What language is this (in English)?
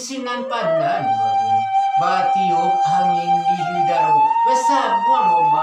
Minangkabau